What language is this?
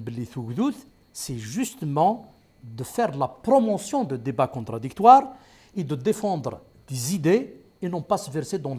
Kabyle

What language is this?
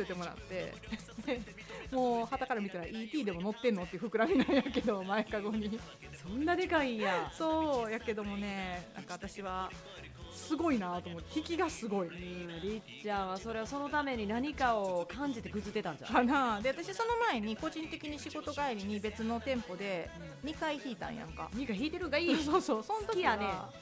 Japanese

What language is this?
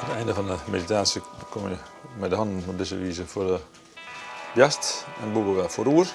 Western Frisian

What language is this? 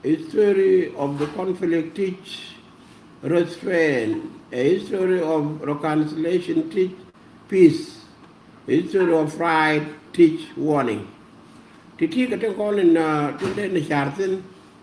Nuer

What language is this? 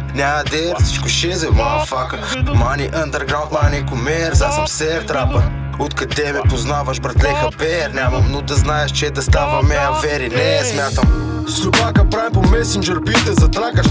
Bulgarian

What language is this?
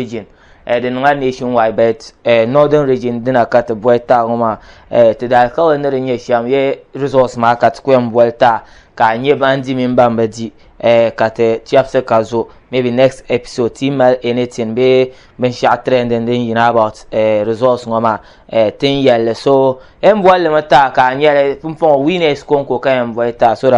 Dagbani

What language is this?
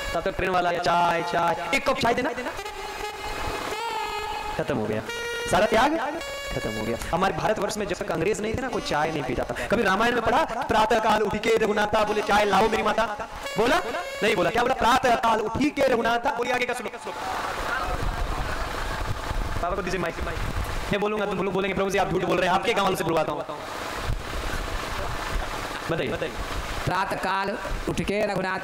Hindi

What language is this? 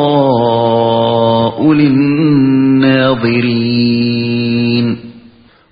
Uyghur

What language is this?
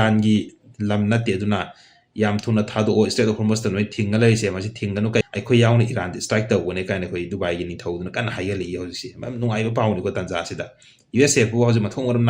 Manipuri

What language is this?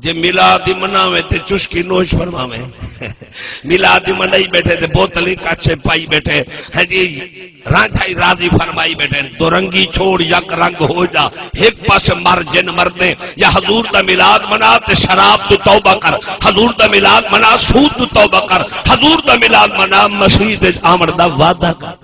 Saraiki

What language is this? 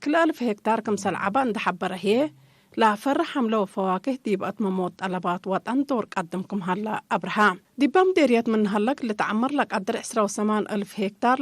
Tigre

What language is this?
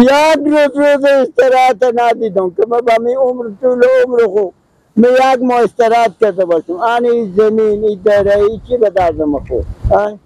Persian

